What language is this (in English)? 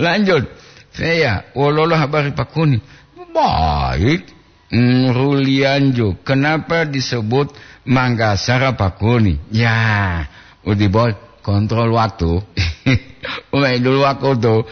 Gorontalo